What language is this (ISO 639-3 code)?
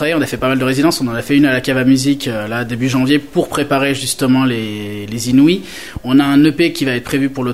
fra